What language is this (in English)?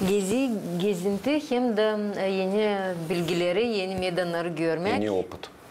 Gagauz